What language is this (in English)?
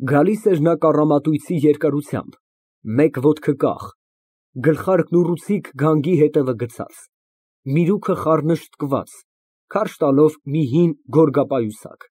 Armenian